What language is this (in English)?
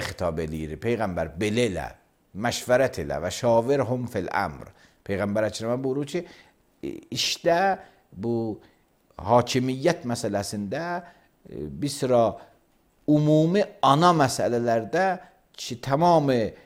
Azerbaijani